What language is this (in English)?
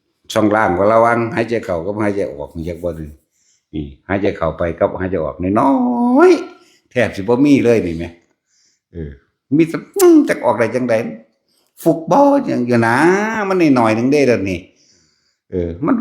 Northeastern Thai